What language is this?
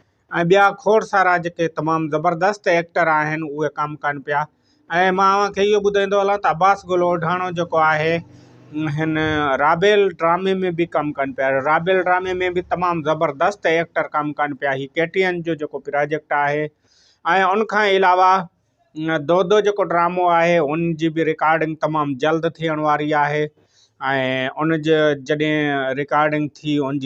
Sindhi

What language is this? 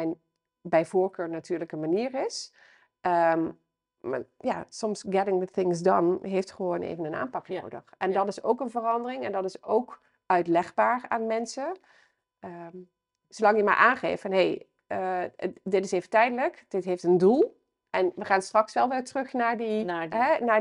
Dutch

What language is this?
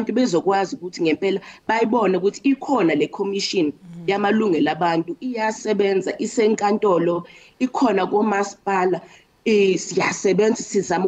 Zulu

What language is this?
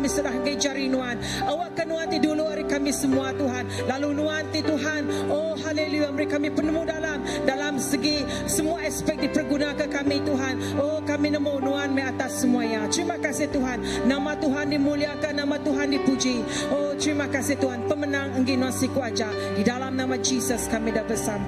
Iban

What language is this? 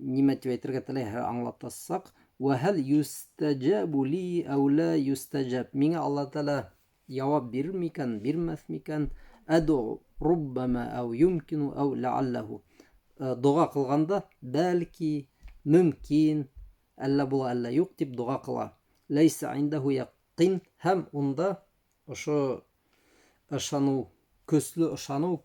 Bashkir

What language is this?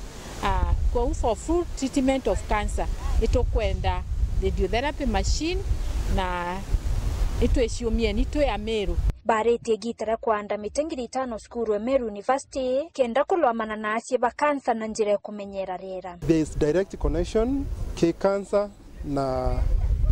Meru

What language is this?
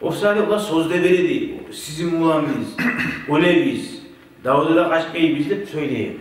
Kumyk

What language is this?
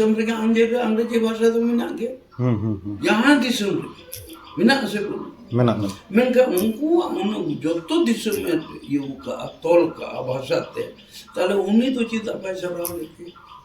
Santali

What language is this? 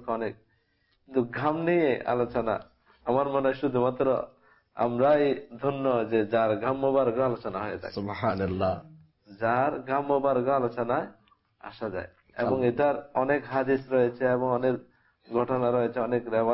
Bangla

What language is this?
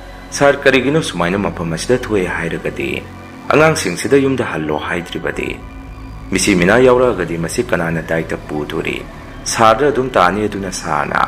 Manipuri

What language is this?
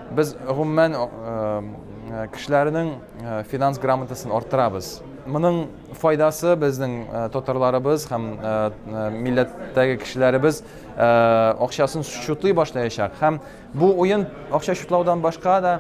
Tatar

